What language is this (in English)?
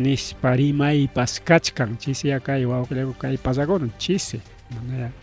Ayacucho Quechua